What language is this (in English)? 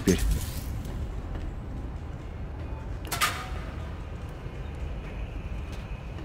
Russian